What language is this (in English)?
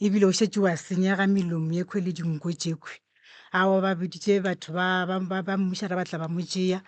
Northern Sotho